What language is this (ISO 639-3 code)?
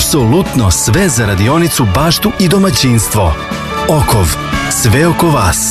srp